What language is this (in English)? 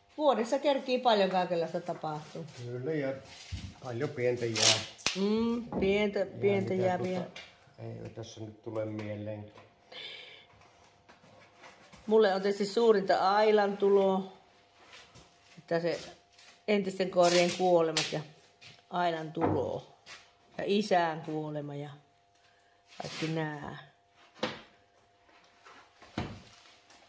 Finnish